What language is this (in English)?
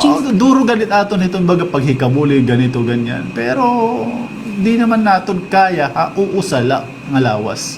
Waray